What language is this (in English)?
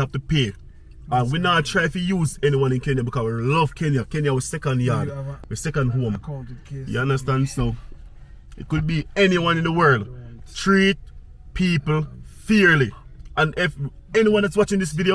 Jamaican Creole English